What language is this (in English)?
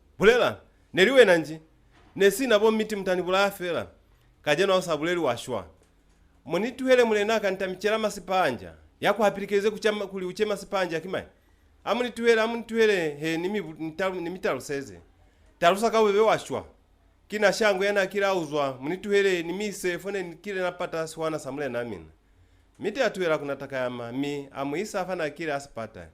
Lozi